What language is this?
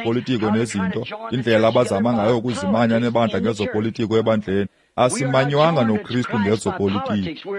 Xhosa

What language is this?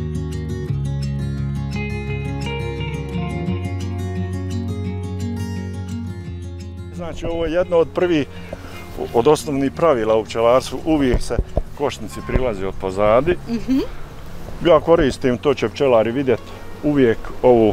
Bosnian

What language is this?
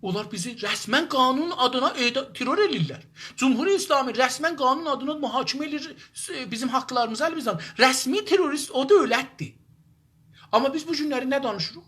South Azerbaijani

